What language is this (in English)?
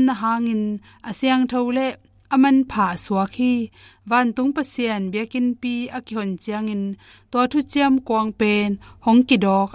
Tedim Chin